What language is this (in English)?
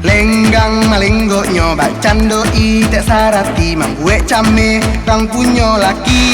Minangkabau